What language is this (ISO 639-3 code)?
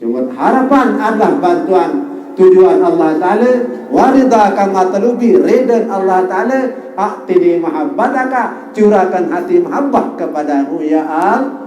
sas